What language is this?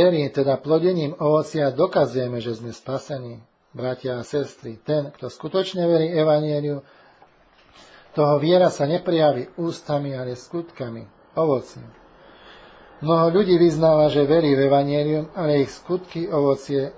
Slovak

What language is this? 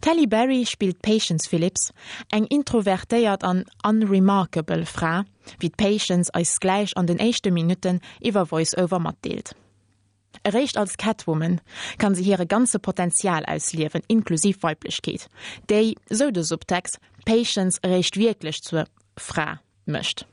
Luxembourgish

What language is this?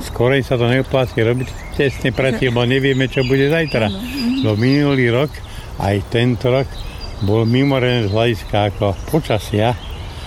Slovak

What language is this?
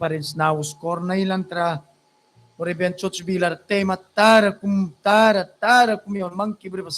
Mískito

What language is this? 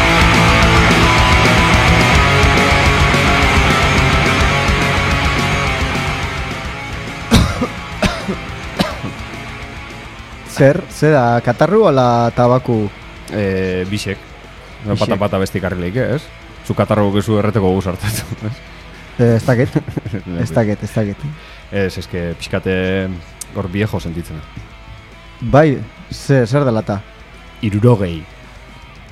Basque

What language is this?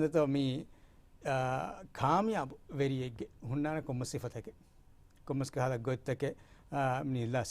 Divehi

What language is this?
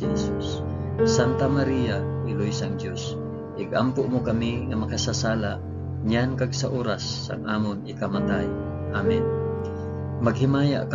Hiligaynon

